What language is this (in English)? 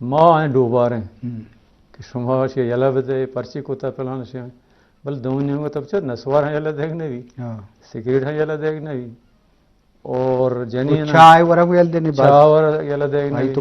Eastern Balochi